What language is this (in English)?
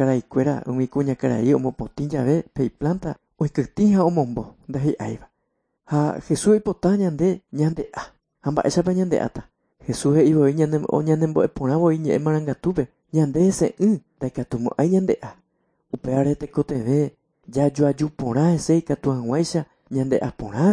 Guarani